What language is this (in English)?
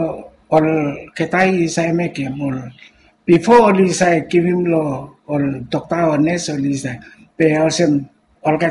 Bislama